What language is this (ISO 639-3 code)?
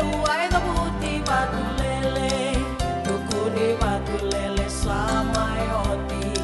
fij